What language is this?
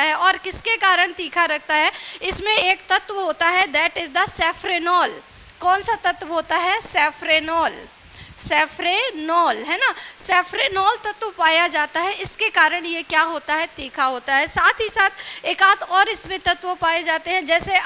Hindi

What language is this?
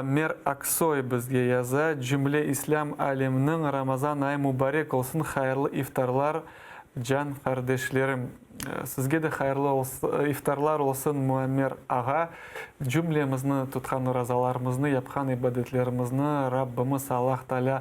Crimean Tatar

